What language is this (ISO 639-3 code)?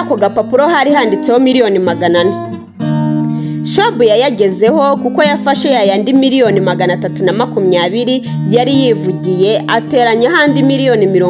kin